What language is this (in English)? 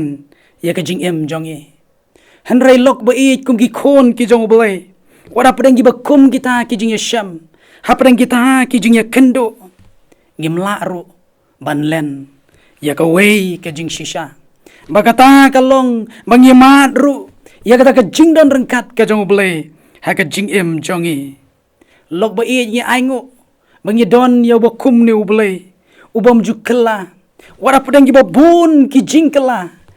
Khasi